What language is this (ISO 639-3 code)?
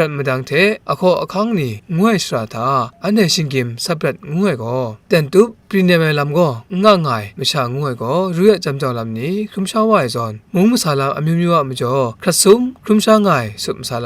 kac